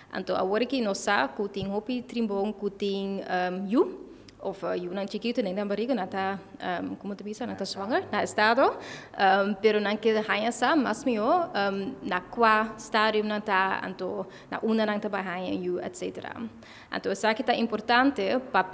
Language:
Papiamento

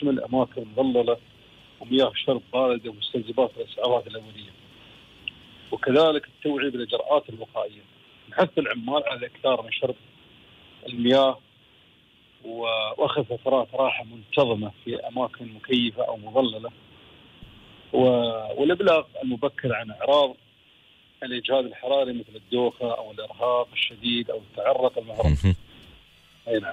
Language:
Arabic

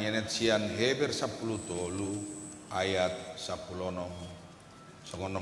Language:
Batak Toba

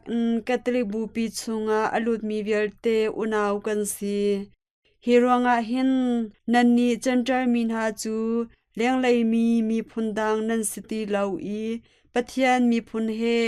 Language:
Hakha Chin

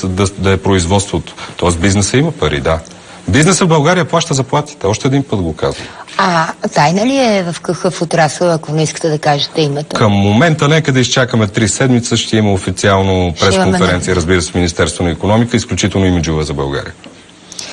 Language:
Bulgarian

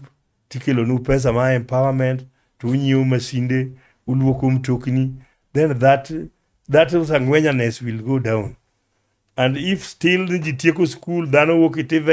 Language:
Luo (Kenya and Tanzania)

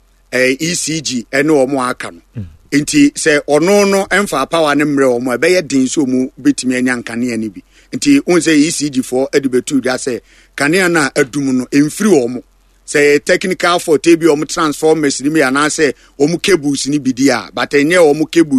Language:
Akan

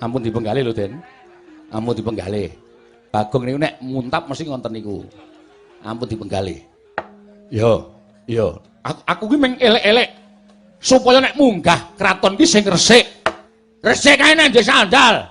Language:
Javanese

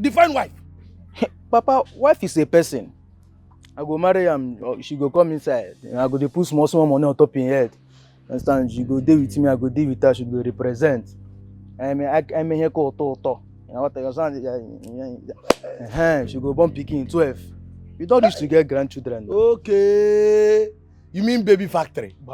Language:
Nigerian Pidgin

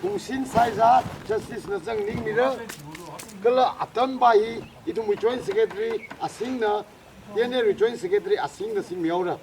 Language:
Tangkhul Naga (India)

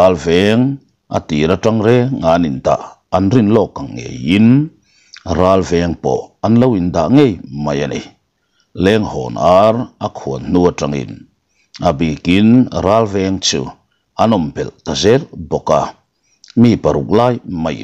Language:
Mizo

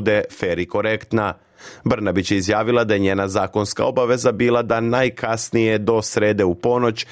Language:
Serbian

